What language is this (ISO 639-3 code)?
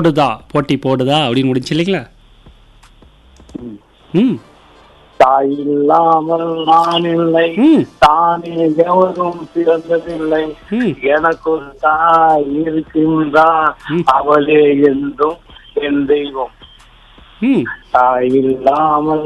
tam